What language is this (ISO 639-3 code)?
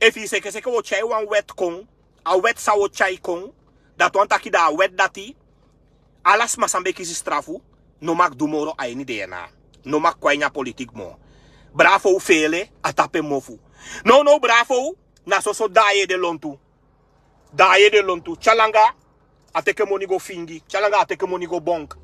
srn